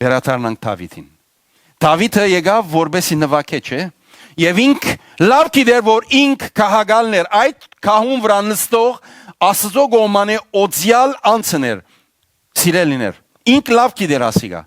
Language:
Western Armenian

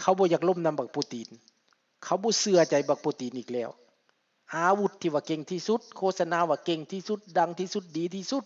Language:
Lao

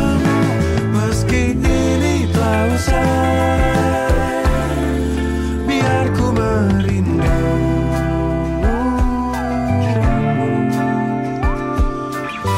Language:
Indonesian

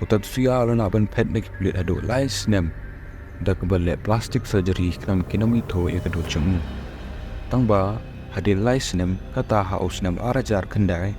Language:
Khasi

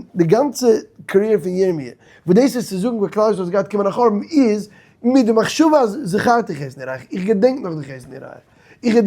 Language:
Yiddish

